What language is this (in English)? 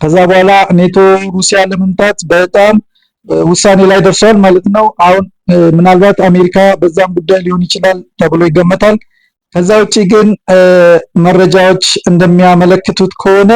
Amharic